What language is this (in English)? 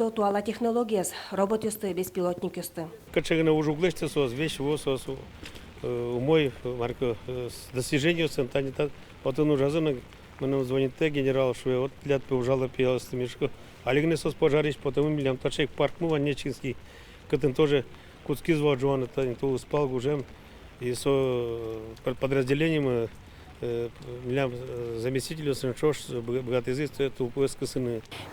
Udmurt